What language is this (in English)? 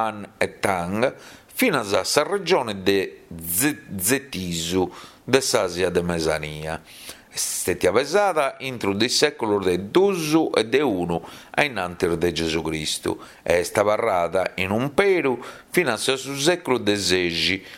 Sardinian